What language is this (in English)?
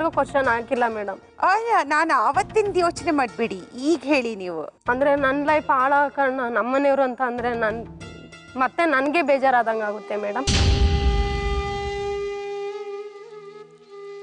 Kannada